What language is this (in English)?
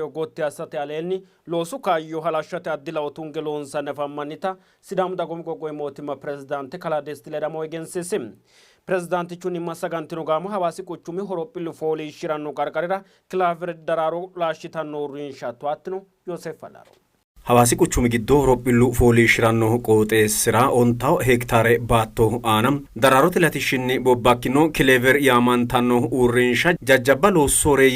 Sidamo